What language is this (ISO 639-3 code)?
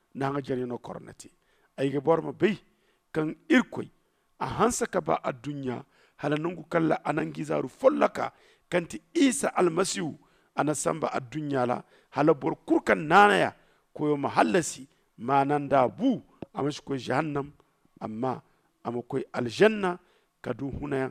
dje